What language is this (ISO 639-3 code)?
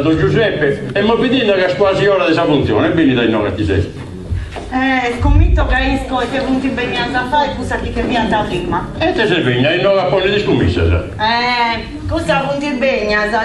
srd